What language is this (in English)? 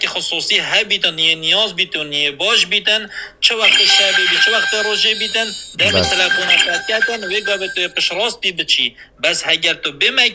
Kurdish